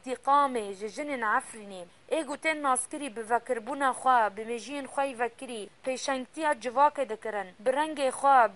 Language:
Kurdish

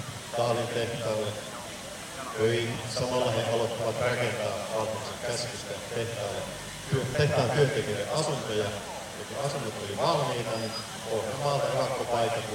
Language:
Finnish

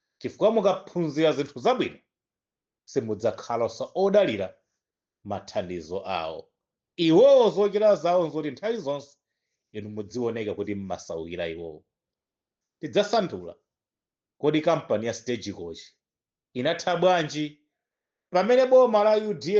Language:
Nyanja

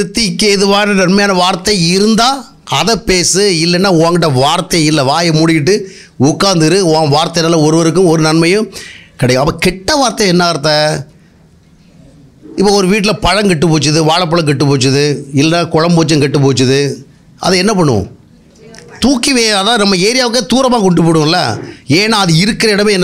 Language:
Tamil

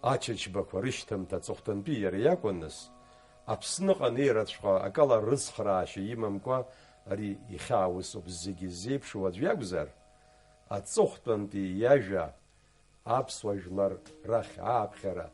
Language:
Abkhazian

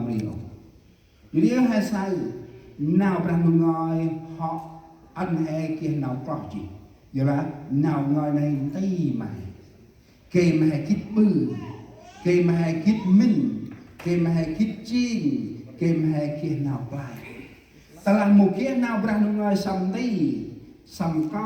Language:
Central Mnong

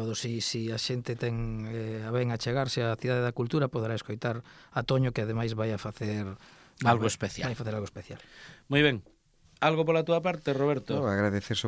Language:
Galician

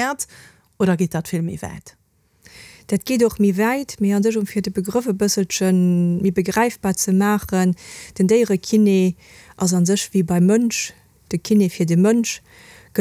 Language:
Luxembourgish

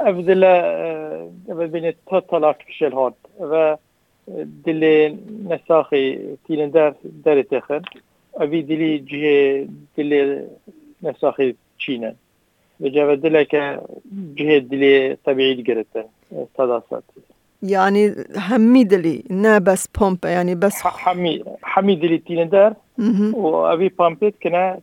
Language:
Kurdish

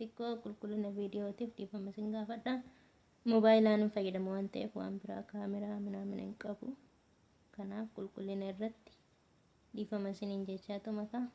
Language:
Oromo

